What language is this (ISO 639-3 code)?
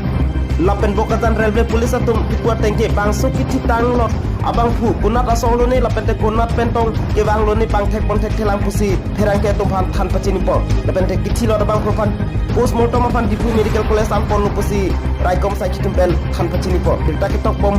mjw